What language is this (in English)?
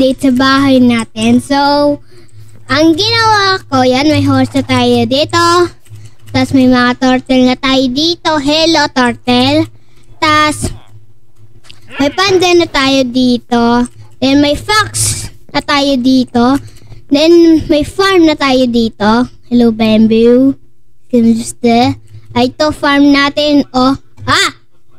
Filipino